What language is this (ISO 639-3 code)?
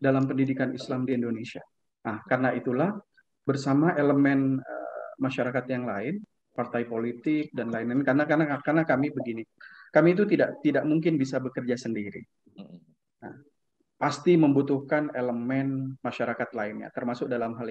ind